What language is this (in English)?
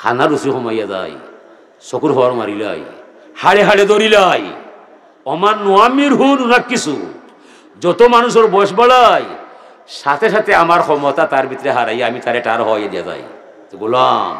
Sylheti